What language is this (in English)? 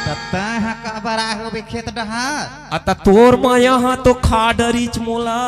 Chhattisgarhi